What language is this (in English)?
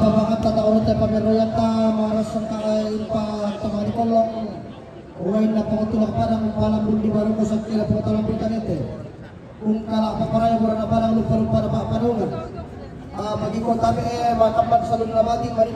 Toraja-Sa'dan